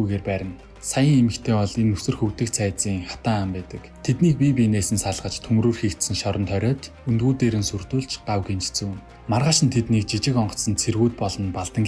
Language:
Mongolian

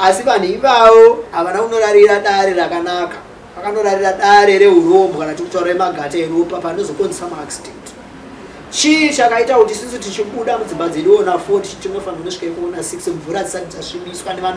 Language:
Shona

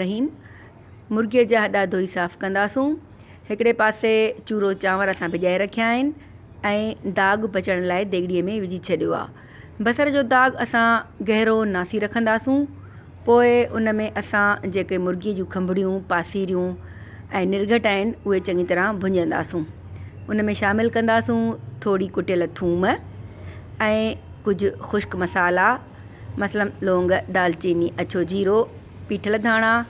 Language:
Sindhi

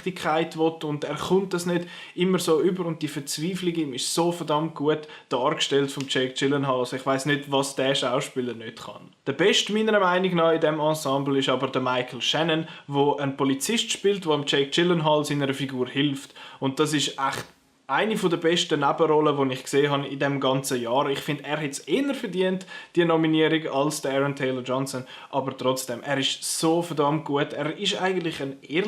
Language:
Swiss German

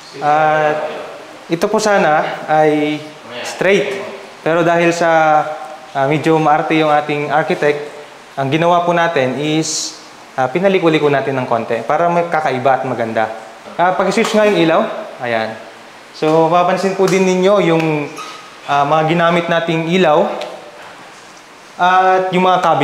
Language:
Filipino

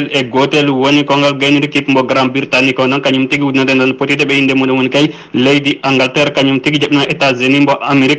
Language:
Fula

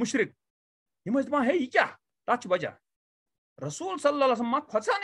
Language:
Kashmiri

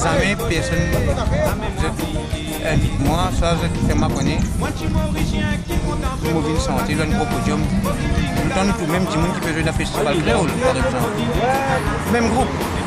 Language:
Morisyen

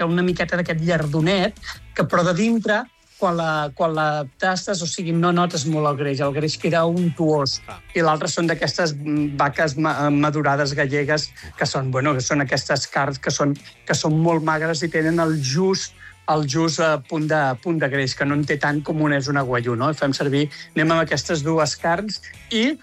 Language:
Catalan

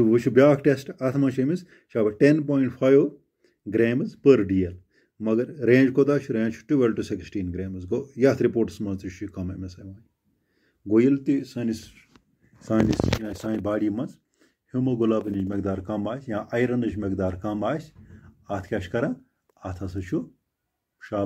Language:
Kashmiri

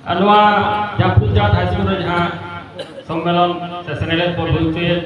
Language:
Santali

